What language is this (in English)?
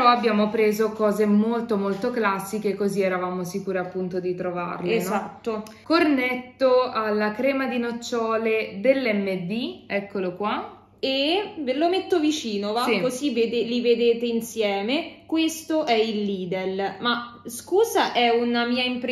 Italian